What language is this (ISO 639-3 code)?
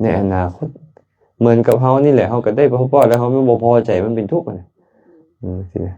lao